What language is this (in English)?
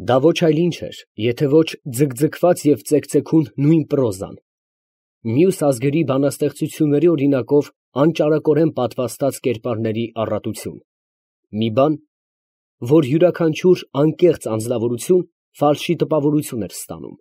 Armenian